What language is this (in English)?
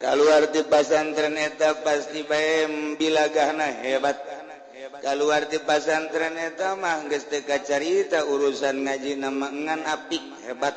Sundanese